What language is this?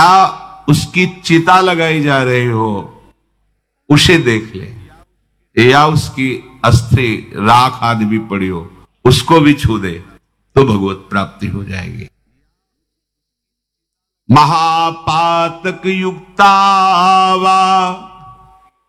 Hindi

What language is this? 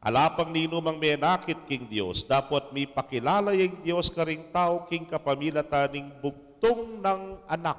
Pampanga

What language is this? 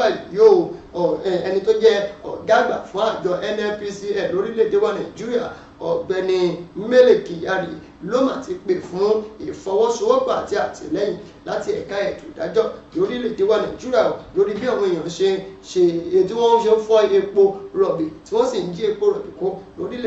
Yoruba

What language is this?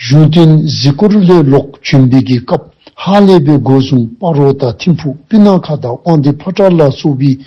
Dzongkha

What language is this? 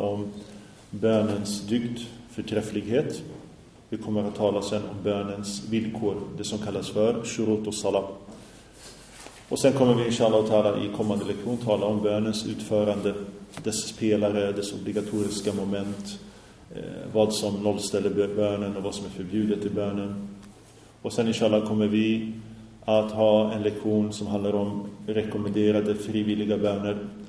Swedish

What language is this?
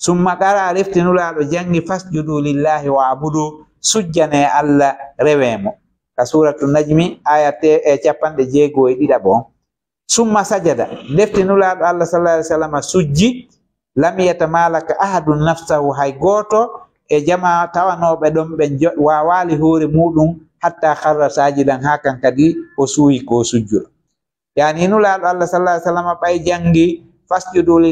Fula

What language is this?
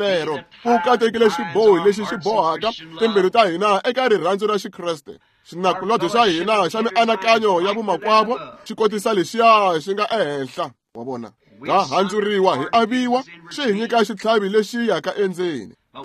Tsonga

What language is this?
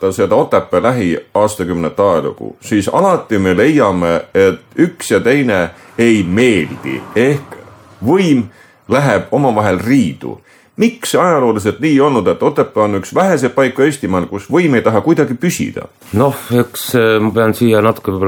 Estonian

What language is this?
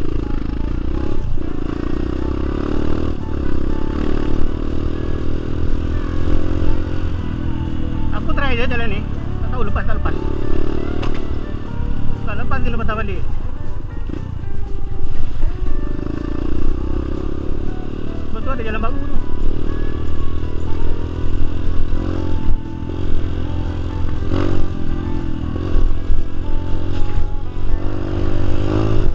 Malay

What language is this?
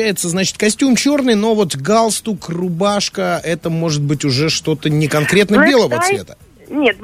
Russian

